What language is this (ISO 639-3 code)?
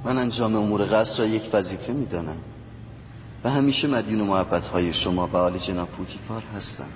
tgk